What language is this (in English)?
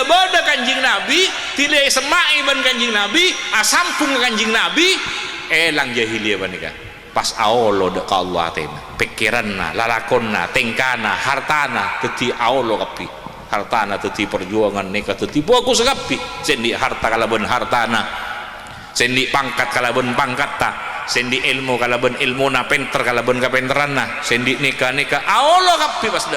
Madurese